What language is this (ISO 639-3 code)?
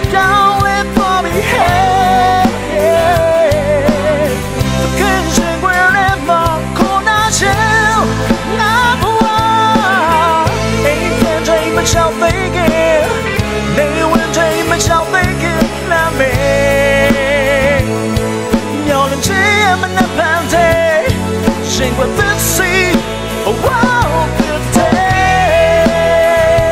mya